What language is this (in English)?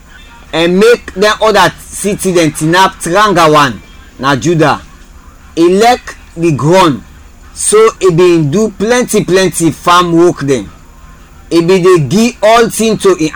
Krio